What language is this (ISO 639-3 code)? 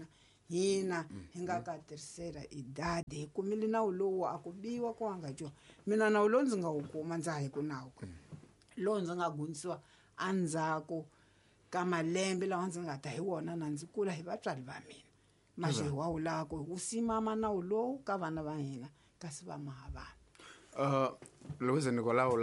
tso